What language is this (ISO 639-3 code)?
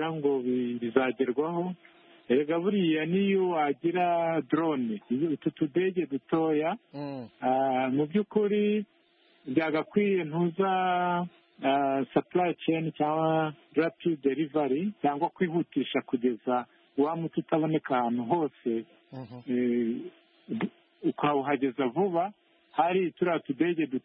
kin